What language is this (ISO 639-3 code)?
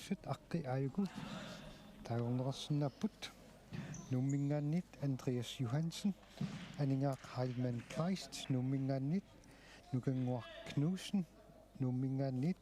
kal